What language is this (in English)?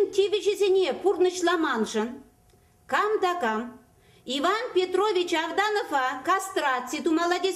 Chuvash